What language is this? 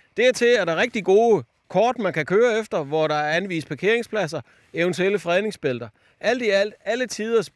Danish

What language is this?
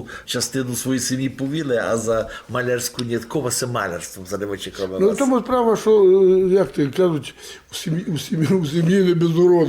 Rusyn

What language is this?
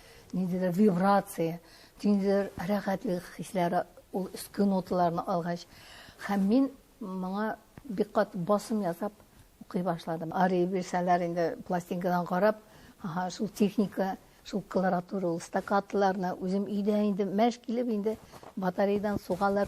Tatar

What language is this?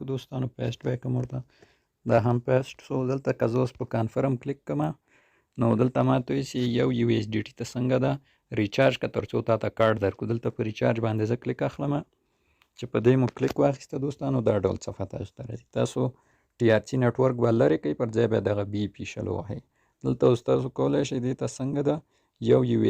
Pashto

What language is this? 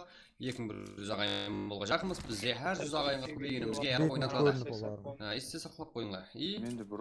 Kara-Kalpak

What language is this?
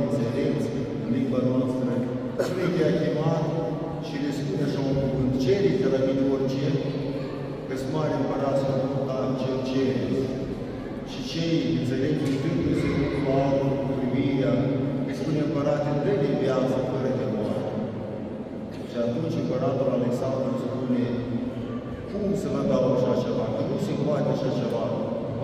Romanian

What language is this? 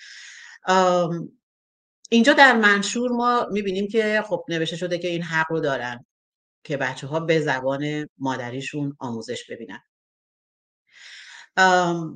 Persian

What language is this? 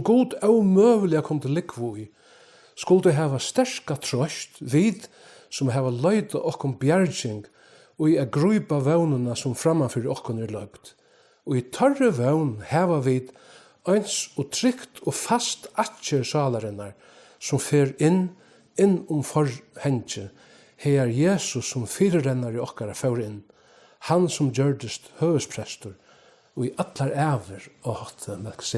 Faroese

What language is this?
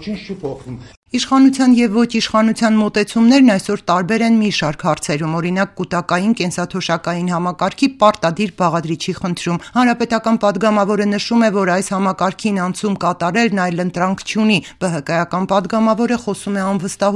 Armenian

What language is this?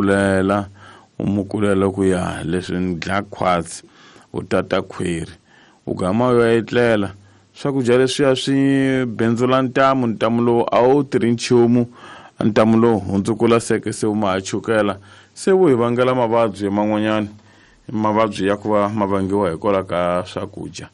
Tsonga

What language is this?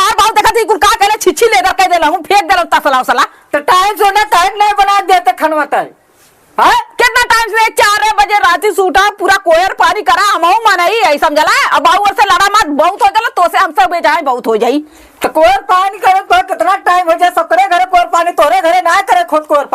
Awadhi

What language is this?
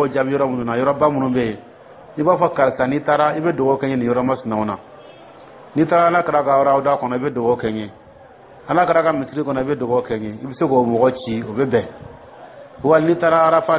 Dyula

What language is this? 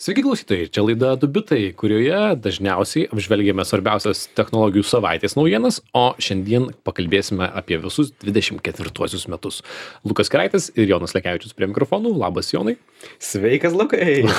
Lithuanian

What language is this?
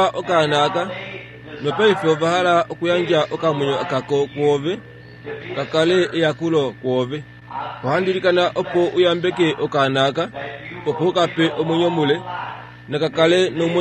Kuanyama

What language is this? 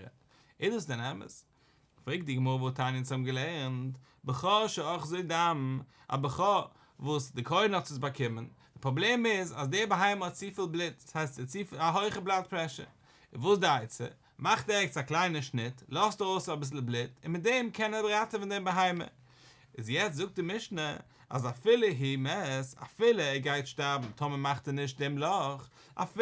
Yiddish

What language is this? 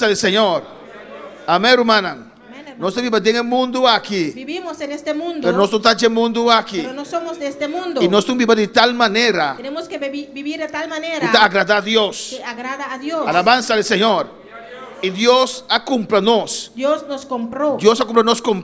Papiamento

